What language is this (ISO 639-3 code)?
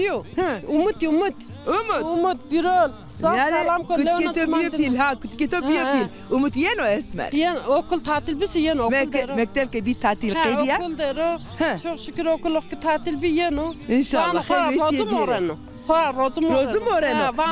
zza